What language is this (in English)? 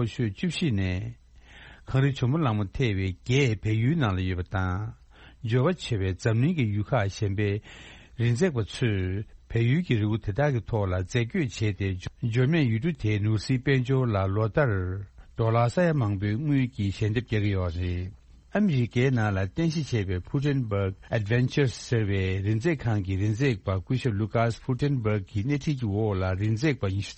Tibetan